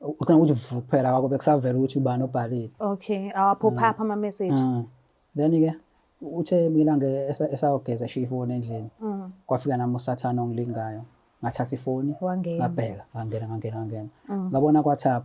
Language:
Zulu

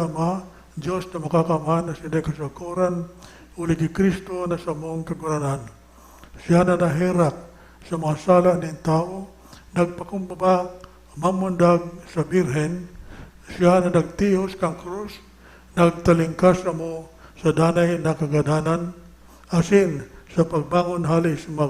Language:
Bikol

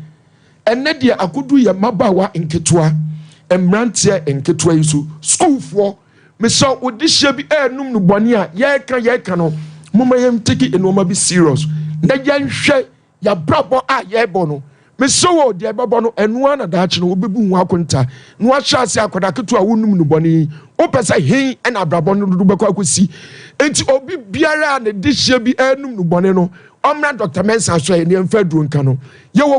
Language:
Akan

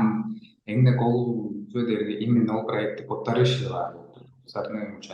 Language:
Tuvinian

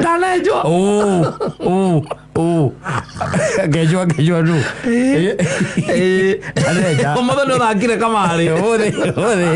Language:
Kikuyu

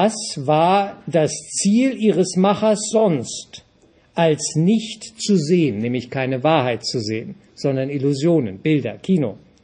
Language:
German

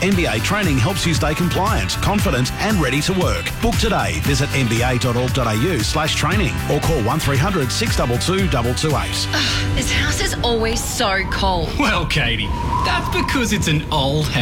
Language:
English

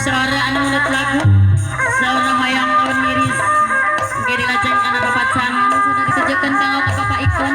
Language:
Sundanese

